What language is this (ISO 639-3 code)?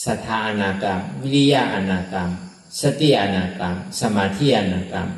shn